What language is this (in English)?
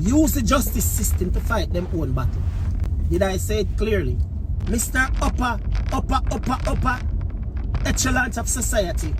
Jamaican Creole English